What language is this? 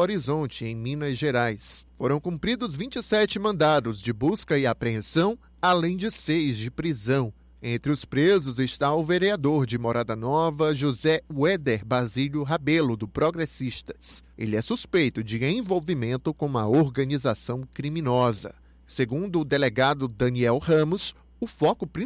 Portuguese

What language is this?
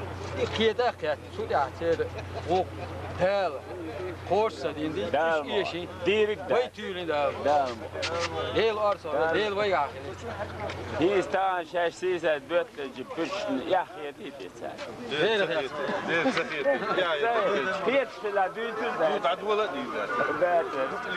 Chechen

